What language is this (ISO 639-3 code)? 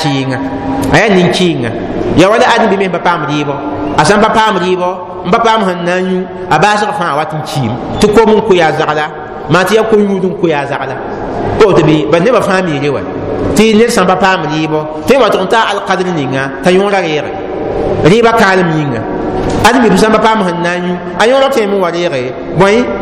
mos